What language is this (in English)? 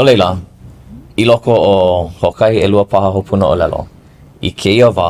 Hawaiian